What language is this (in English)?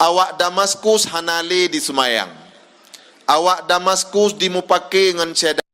Achinese